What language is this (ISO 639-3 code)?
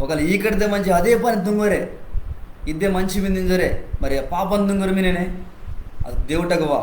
kff